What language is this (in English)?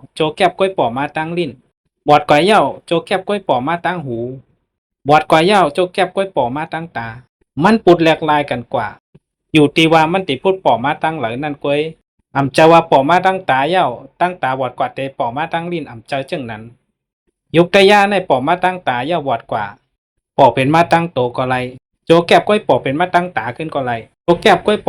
Shan